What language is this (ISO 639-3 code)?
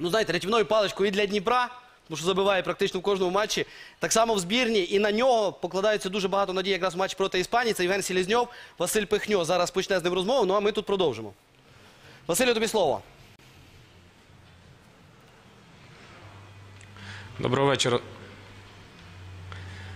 ukr